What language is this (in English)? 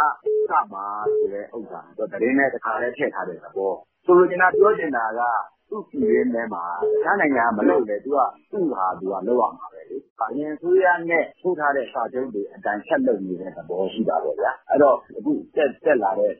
Burmese